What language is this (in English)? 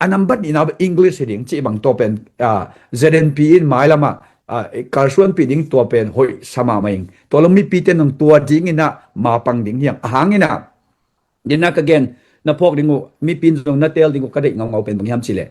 Tedim Chin